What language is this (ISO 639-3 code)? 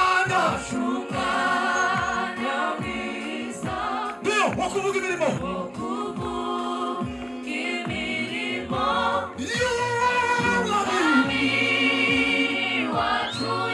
kin